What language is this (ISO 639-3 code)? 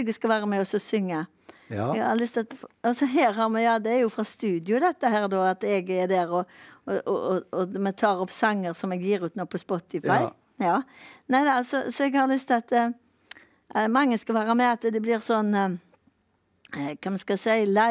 nor